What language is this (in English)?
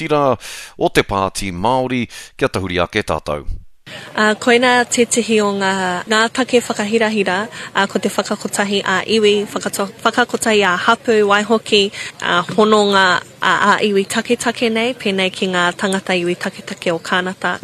Māori